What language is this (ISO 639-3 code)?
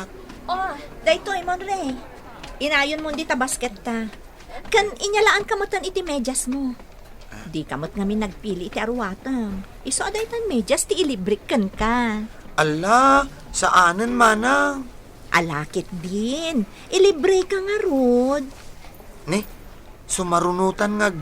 ilo